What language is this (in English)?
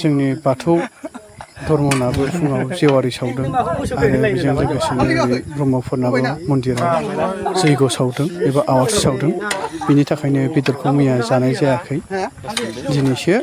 Bodo